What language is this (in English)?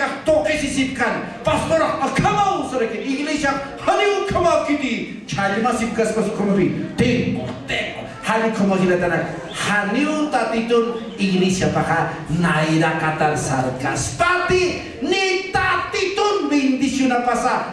Aymara